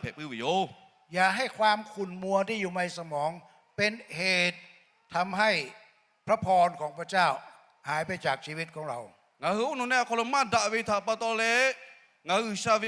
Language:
Lahu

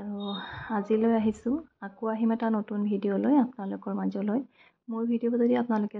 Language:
Assamese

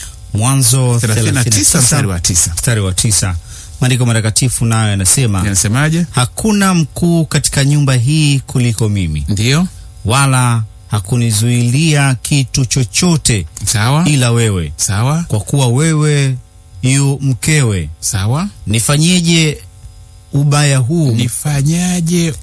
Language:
Swahili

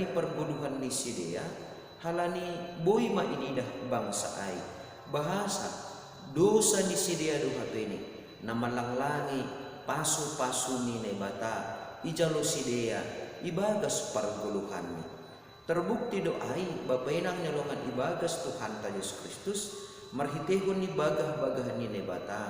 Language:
Batak Simalungun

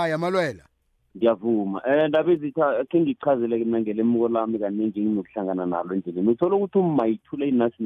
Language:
South Ndebele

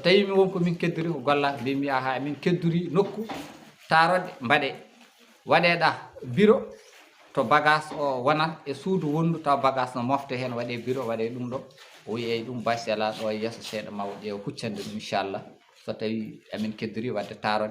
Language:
Fula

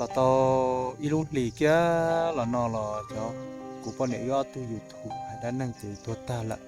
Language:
Hmong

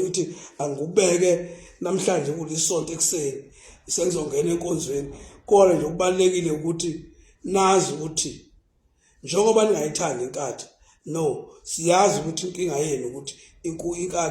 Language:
Zulu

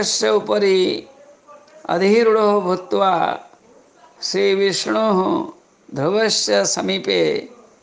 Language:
Sanskrit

